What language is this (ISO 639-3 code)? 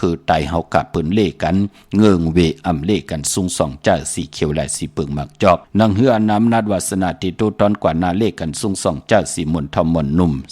shn